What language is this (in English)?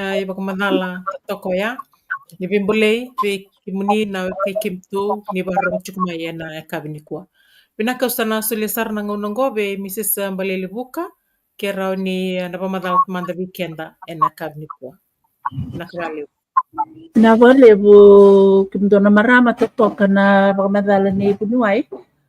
Fijian